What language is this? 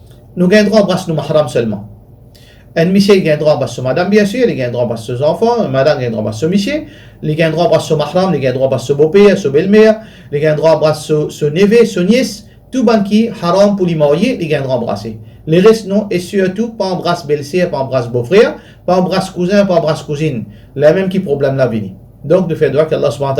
Morisyen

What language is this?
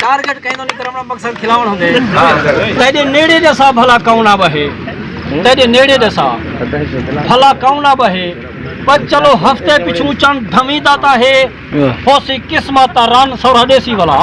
Saraiki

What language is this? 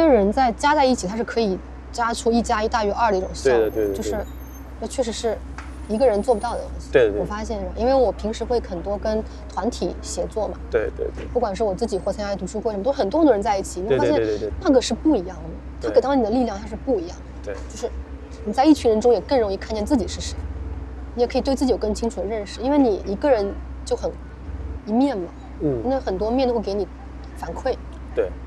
Chinese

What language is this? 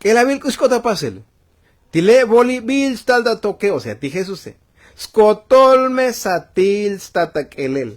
Tzotzil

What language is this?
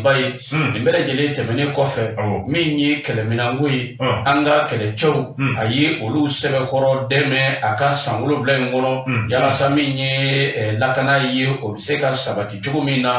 Bambara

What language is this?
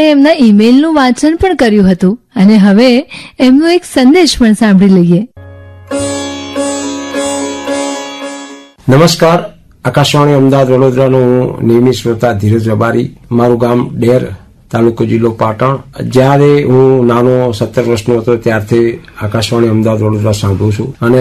Gujarati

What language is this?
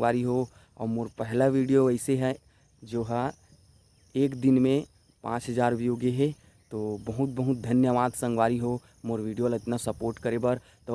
Chhattisgarhi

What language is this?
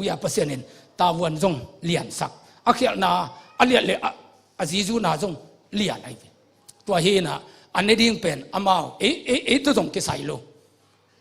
Tedim Chin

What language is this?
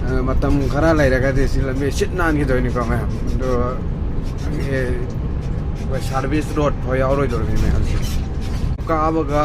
Manipuri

